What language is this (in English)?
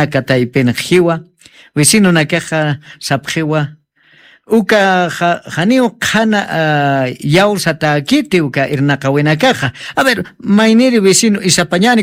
Aymara